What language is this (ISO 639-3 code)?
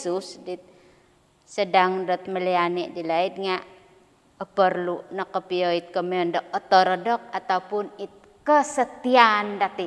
dtp